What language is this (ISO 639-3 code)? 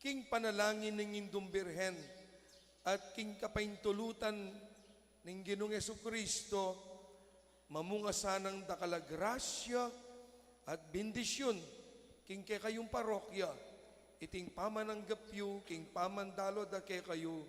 pam